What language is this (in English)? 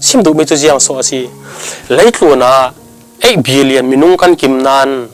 Falam Chin